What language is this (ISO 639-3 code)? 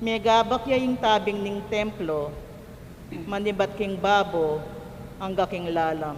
pam